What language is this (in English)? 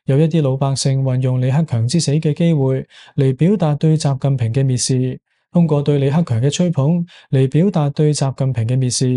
Cantonese